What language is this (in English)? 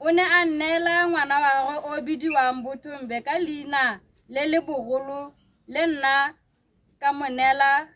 Tswana